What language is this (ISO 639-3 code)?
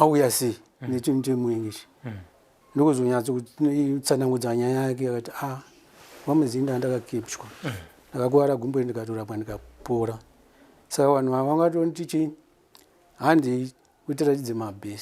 sna